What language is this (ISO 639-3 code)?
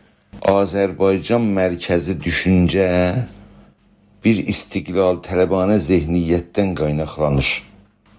azb